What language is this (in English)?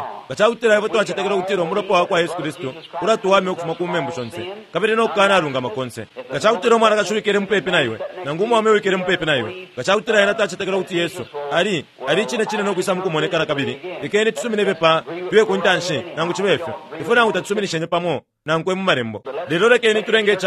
Bemba